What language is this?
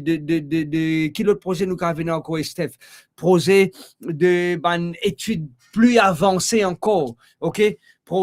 Morisyen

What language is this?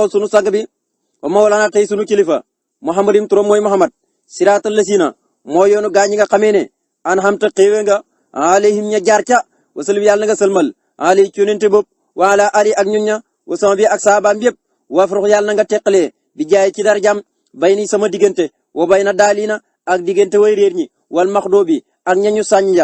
Wolof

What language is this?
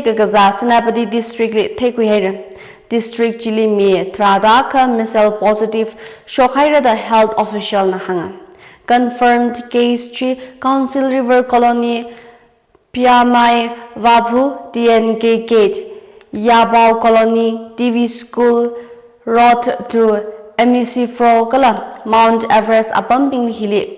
Tangkhul Naga (India)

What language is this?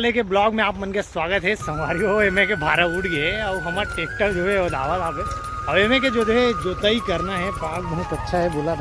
Chhattisgarhi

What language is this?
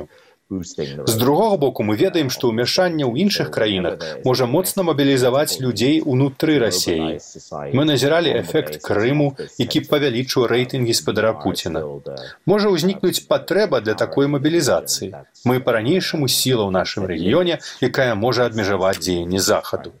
Belarusian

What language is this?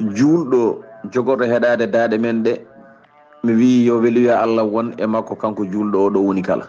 Fula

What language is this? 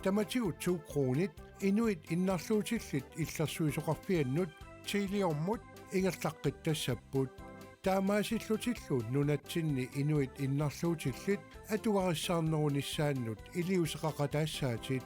Kalaallisut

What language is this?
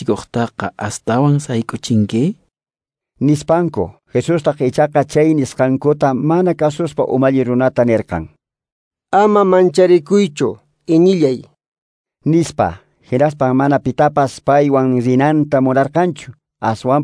Quechua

